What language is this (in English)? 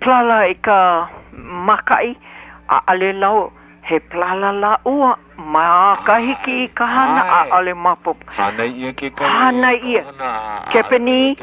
Hawaiian